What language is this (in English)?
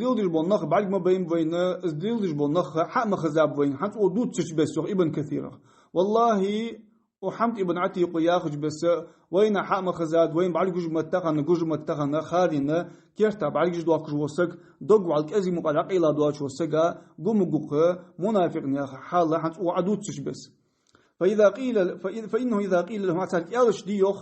Ingush